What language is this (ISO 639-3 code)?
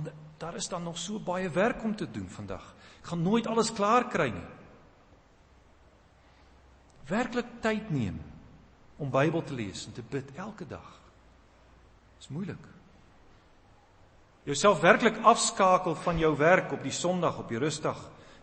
afr